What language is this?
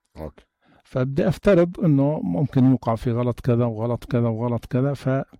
North Levantine Arabic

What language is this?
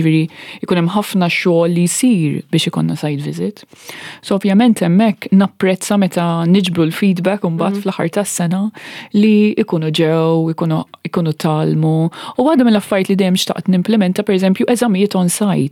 Maltese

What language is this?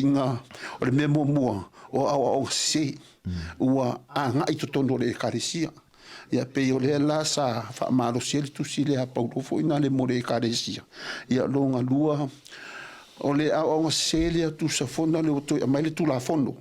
Samoan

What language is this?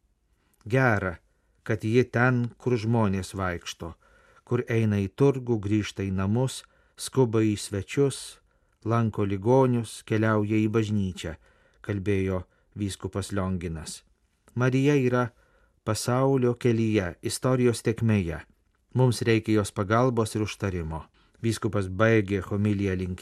Lithuanian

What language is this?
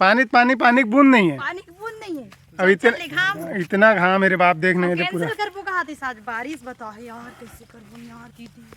Chhattisgarhi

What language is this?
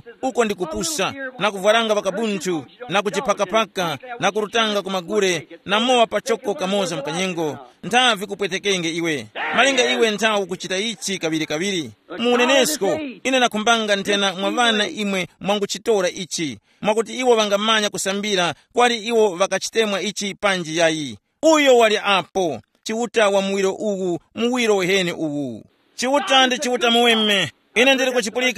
Tumbuka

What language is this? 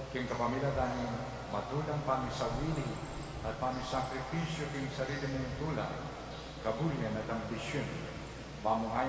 Pampanga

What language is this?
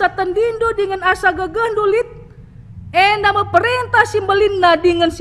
Batak Karo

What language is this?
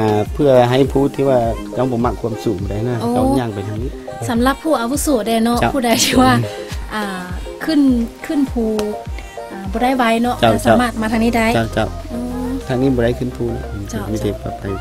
Lao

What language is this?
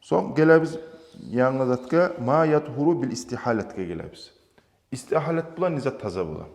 Kumyk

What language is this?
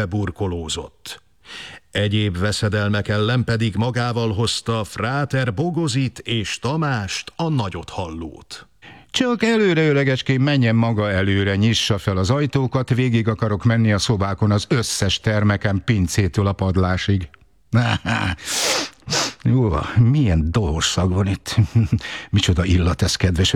Hungarian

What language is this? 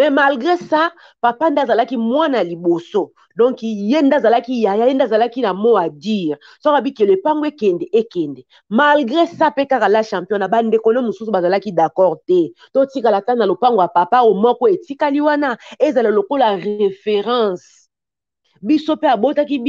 Lingala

